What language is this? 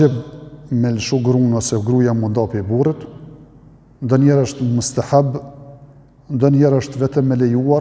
Albanian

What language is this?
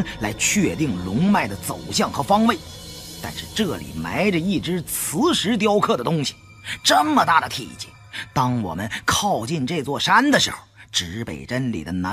Chinese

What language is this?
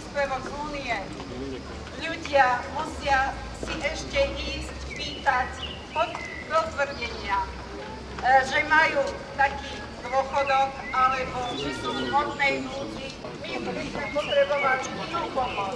Slovak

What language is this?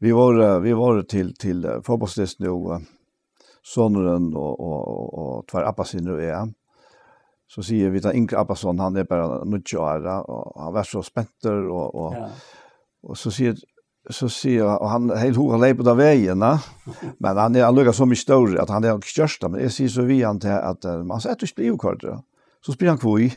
Faroese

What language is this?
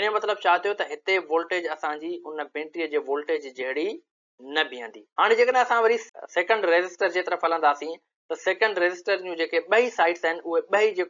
Sindhi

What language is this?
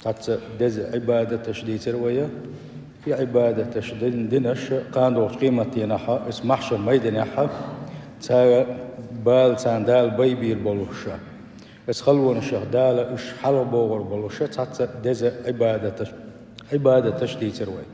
Chechen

